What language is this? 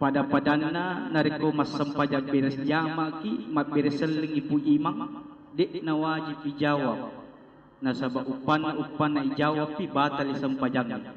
Buginese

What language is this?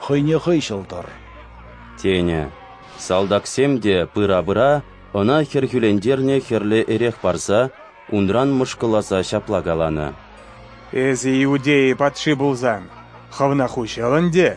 Chuvash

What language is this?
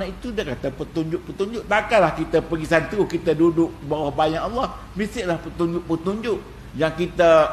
Malay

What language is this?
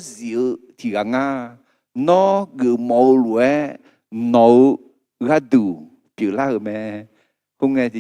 Akha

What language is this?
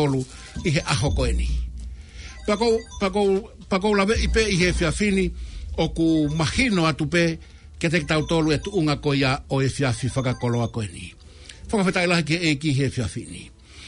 Tongan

